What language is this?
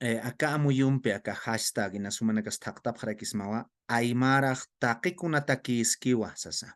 Aymara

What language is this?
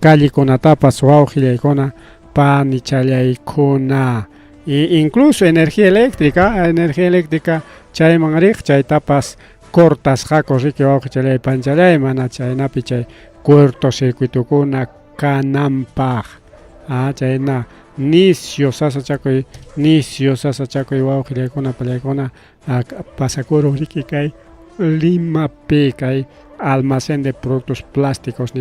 Ayacucho Quechua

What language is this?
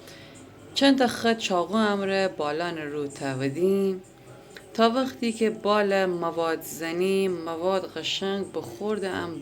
Gilaki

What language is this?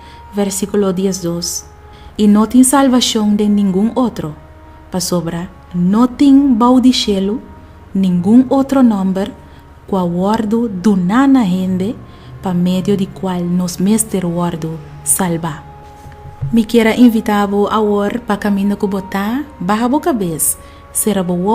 Papiamento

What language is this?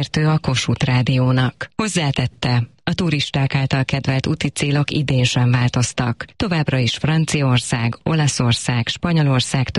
Hungarian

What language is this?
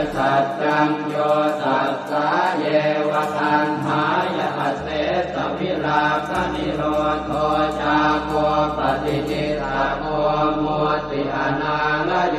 Pali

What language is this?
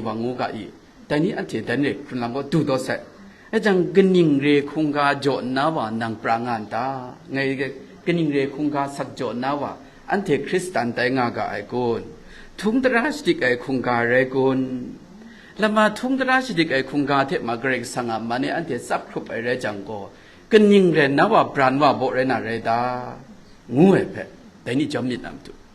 Kachin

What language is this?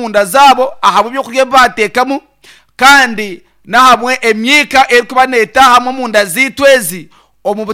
Nyankole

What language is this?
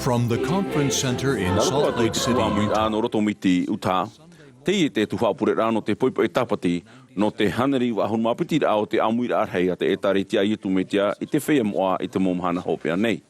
Tahitian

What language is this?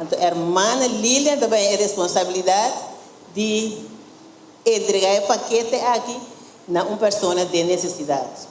Papiamento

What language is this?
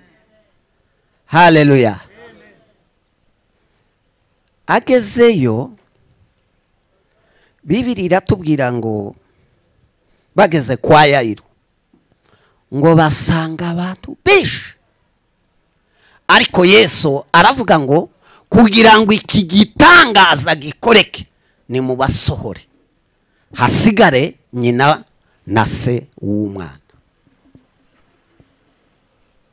Kinyarwanda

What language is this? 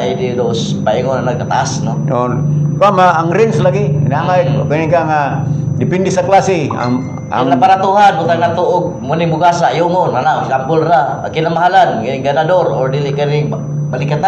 Cebuano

